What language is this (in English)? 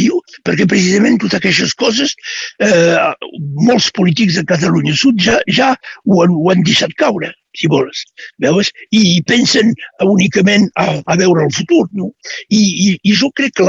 Catalan